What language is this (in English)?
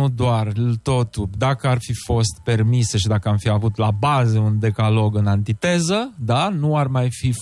Romanian